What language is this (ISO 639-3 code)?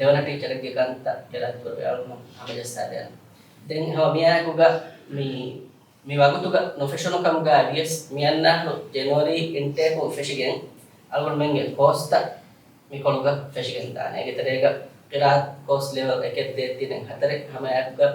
div